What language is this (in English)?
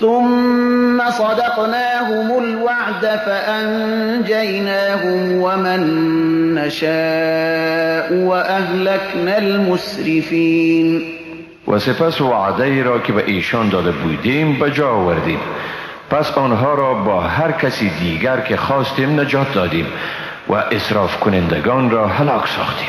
Persian